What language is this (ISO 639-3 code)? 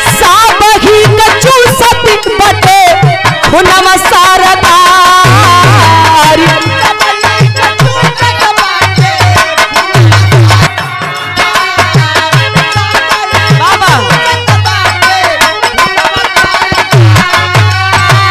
bho